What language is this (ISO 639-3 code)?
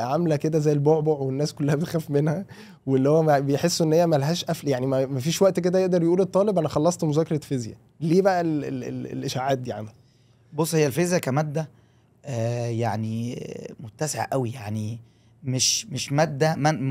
arz